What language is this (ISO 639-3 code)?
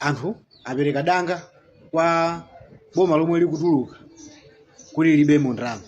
nya